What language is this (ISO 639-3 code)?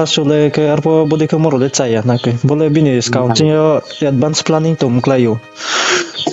ria